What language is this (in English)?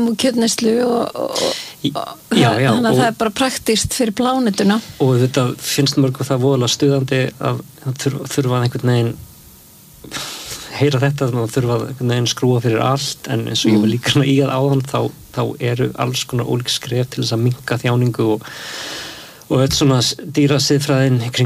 Icelandic